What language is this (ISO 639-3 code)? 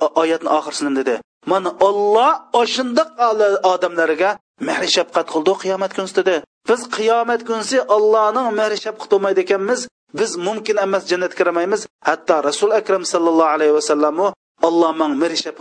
uig